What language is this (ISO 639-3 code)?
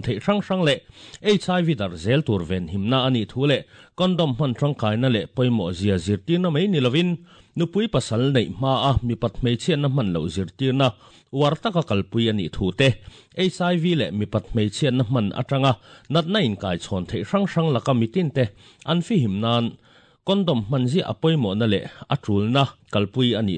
lus